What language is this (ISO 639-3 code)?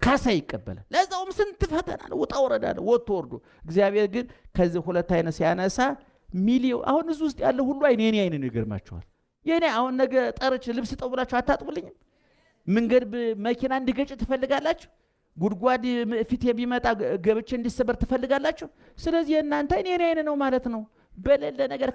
amh